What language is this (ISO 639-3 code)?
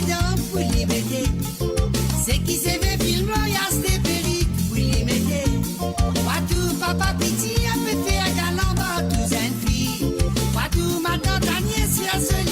mfe